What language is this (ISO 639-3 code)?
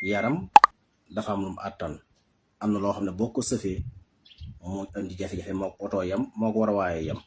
wol